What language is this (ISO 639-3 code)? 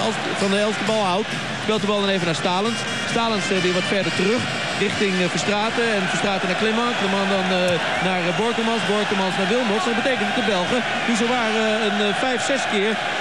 nld